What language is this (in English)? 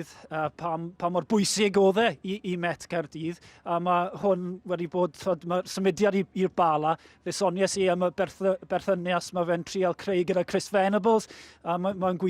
Welsh